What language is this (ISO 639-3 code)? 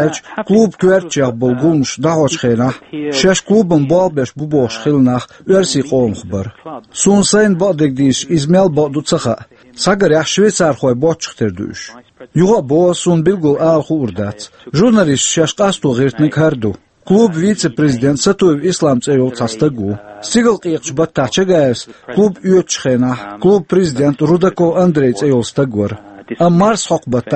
che